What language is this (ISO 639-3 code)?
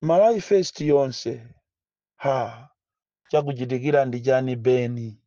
nya